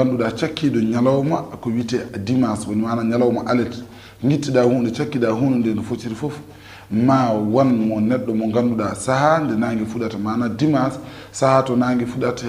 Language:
Fula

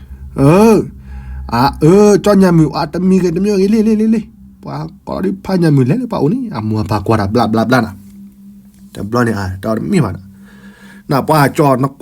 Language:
S'gaw Karen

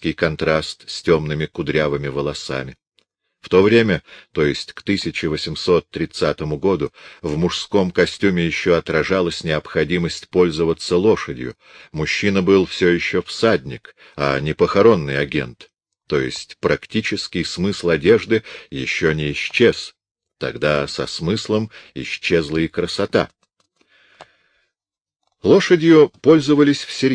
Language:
Russian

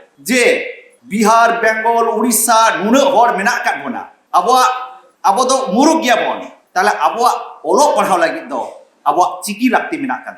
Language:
Santali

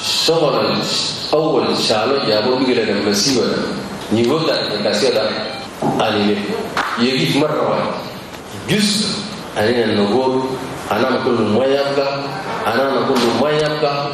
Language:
Chadian Arabic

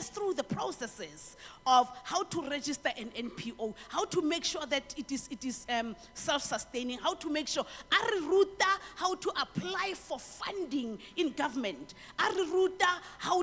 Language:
Tswana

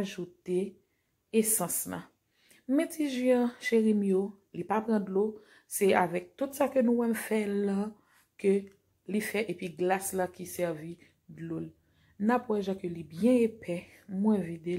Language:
Haitian Creole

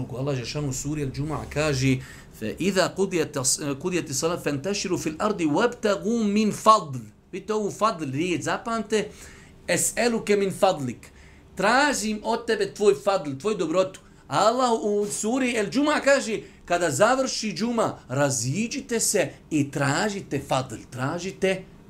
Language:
Bosnian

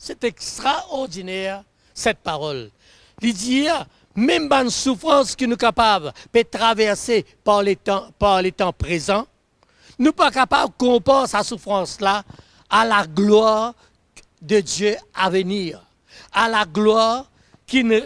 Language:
Morisyen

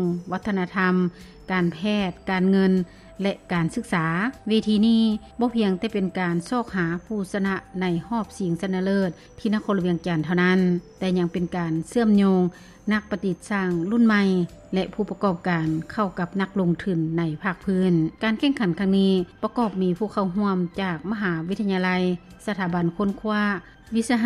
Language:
Lao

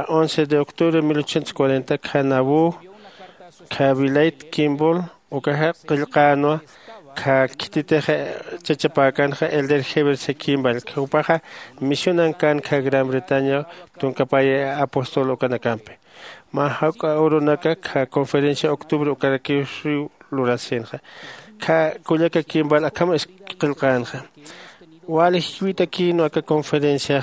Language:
Aymara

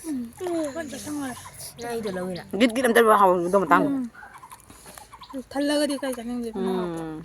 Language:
Manipuri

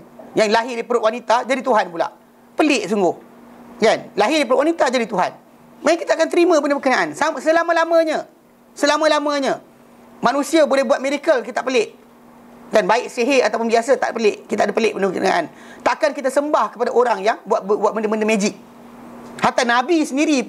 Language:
Malay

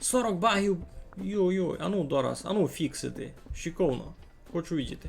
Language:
Rusyn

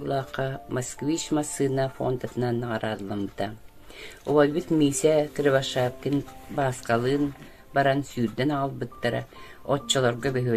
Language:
Yakut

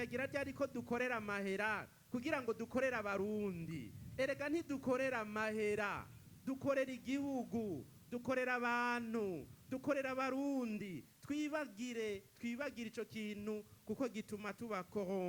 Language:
Rundi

